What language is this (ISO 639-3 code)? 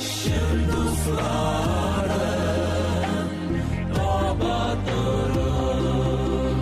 tat